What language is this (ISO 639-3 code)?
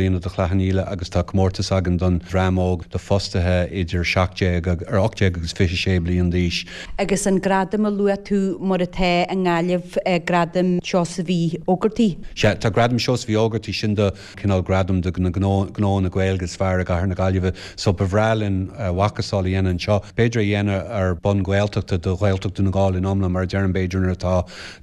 gle